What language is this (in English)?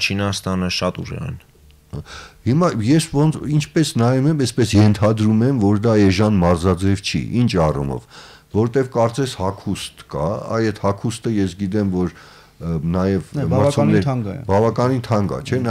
Armenian